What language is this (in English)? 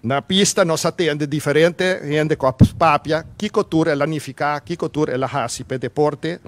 Papiamento